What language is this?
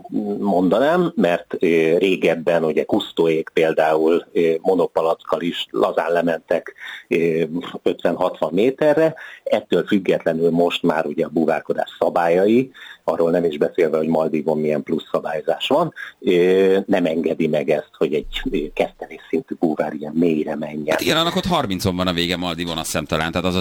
Hungarian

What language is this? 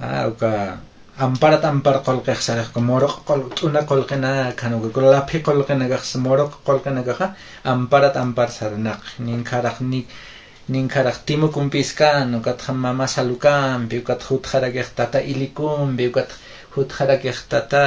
Aymara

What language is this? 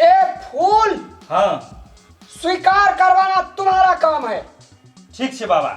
Maithili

